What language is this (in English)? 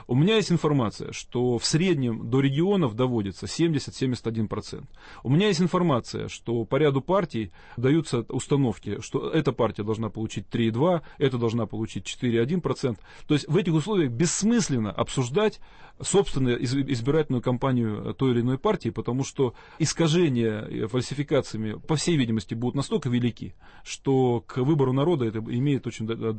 Russian